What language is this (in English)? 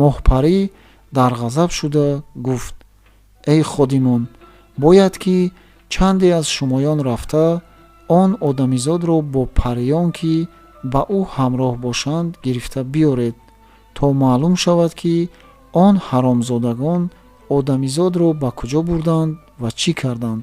Tajik